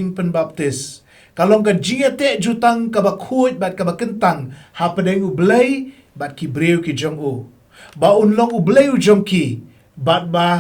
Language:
Khasi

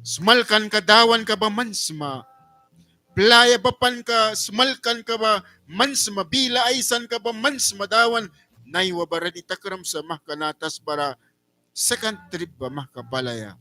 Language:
Mískito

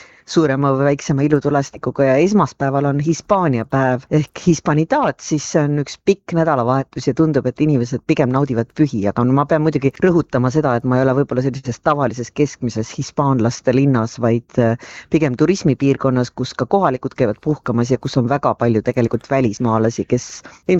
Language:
Estonian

